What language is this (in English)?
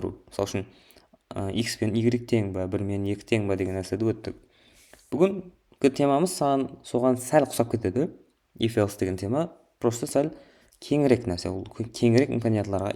Kara-Kalpak